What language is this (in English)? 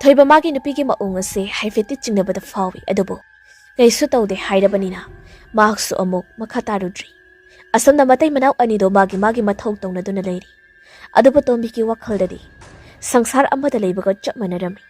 Manipuri